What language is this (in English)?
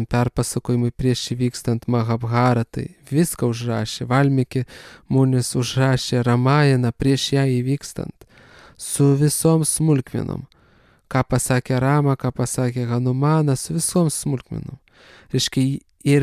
Lithuanian